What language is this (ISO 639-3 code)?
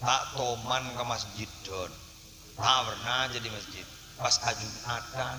mad